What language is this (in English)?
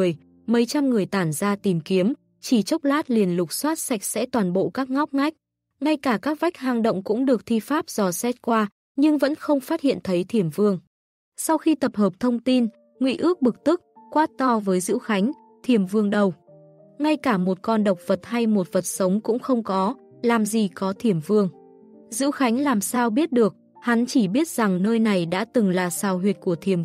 Vietnamese